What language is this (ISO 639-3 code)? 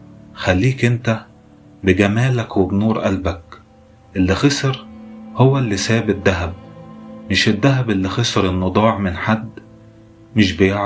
arz